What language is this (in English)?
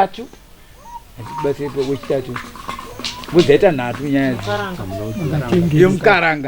Shona